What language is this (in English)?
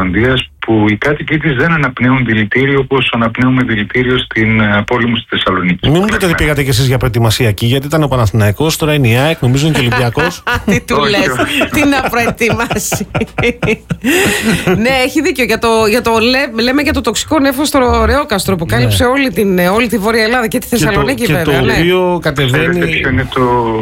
Greek